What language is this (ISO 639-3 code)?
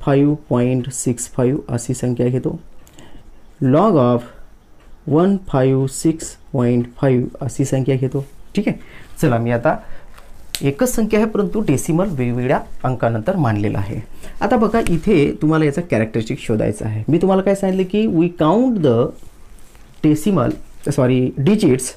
mar